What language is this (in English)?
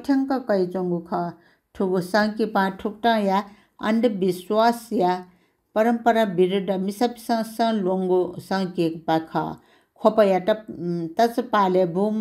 Newari